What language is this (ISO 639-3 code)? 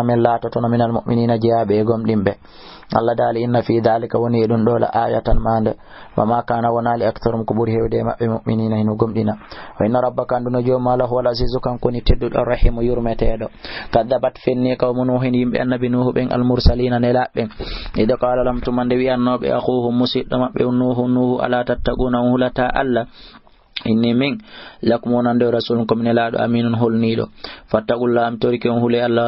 ful